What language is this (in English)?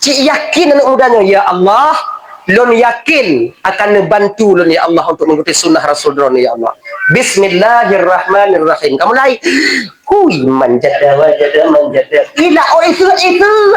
Achinese